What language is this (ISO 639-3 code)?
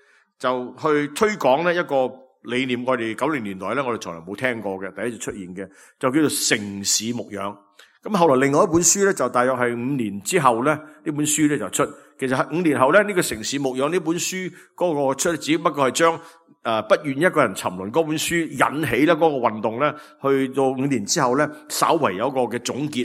yue